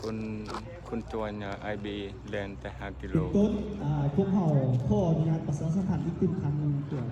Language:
Lao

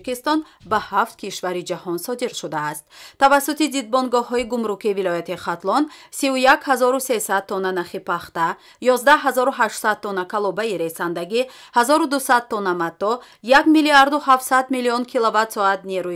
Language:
Tajik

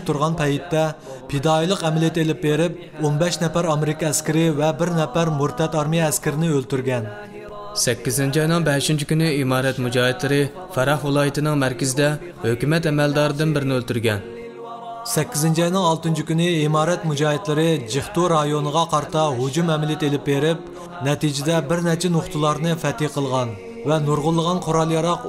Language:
Uyghur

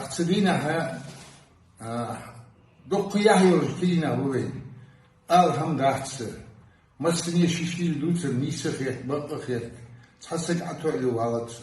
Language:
Ingush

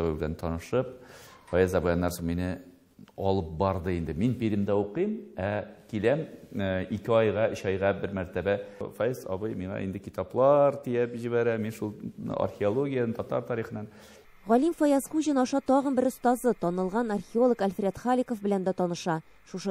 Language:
Tatar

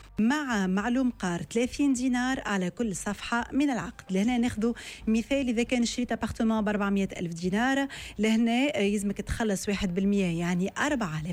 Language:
Tunisian Arabic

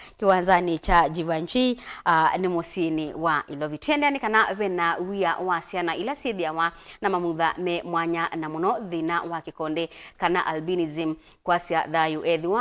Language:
Kamba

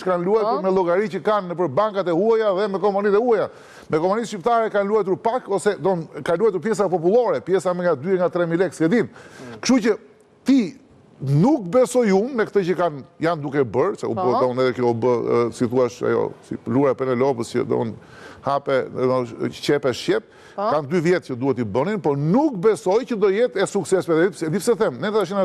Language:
Albanian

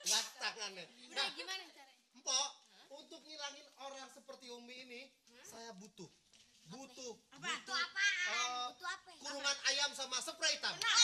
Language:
Betawi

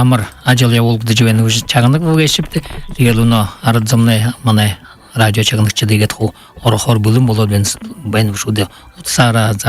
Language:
Buriat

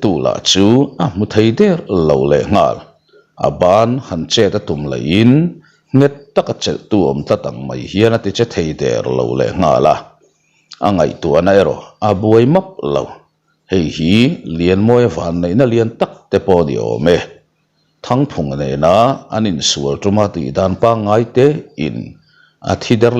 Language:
Mizo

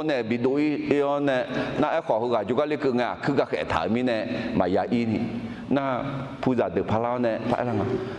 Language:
Akha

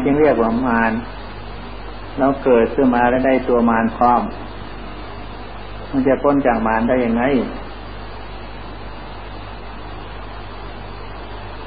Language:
Thai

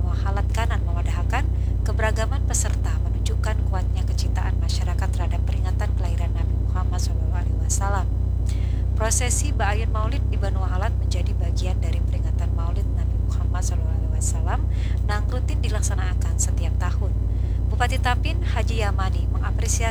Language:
Banjar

